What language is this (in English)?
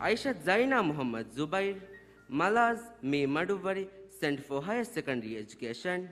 Divehi